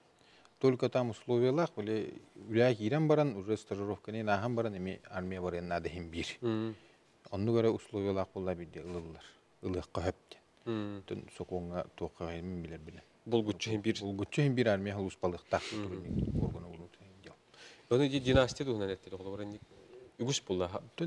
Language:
Yakut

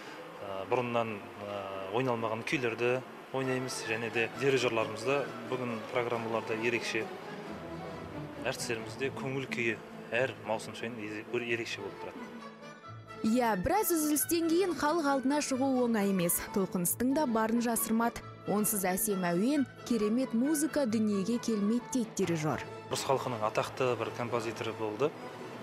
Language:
Kazakh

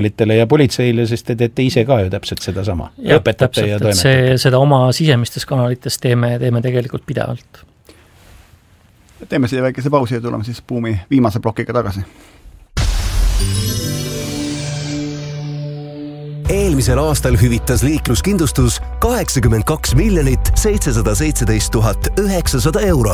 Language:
Estonian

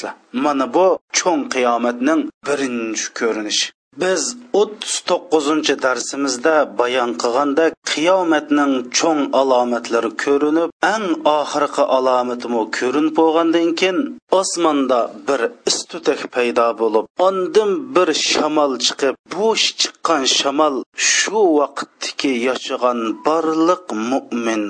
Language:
Uyghur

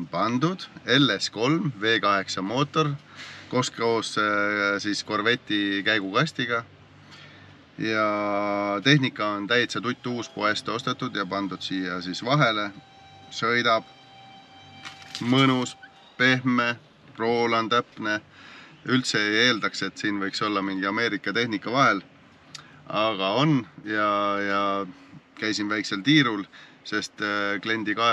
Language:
Estonian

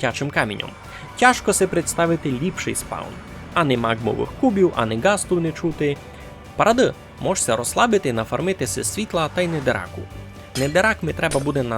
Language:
Rusyn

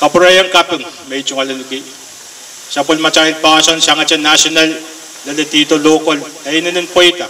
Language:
Pohnpeian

